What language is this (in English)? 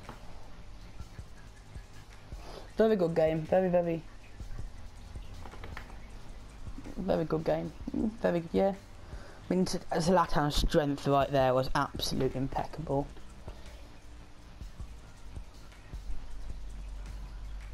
English